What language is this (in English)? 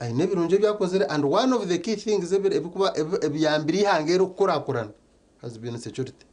Nyankole